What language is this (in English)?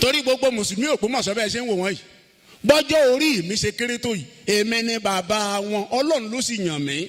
Yoruba